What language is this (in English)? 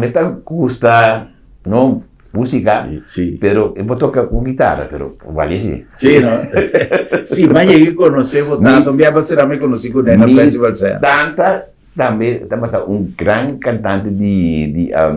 Papiamento